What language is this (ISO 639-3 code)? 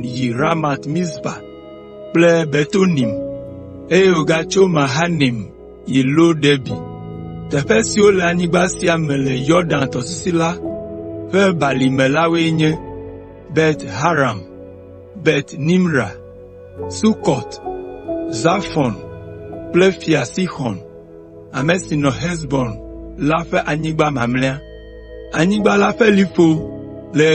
ewe